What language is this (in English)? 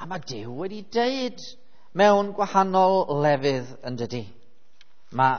Welsh